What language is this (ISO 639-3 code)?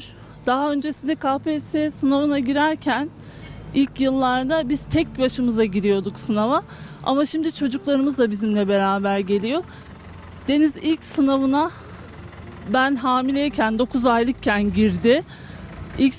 tur